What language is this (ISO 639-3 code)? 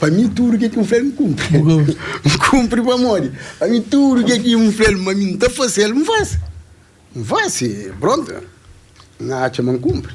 kea